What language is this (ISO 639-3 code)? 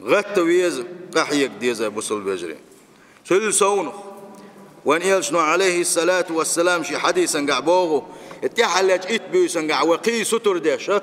che